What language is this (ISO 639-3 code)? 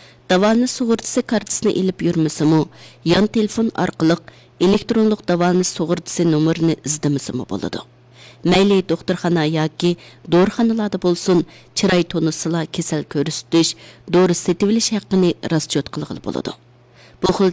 uig